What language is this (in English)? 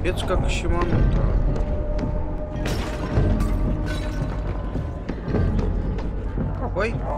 Russian